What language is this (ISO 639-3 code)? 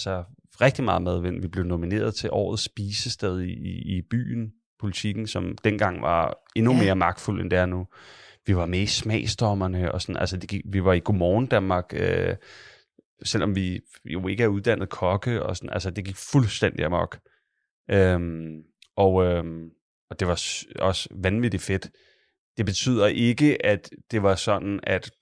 dan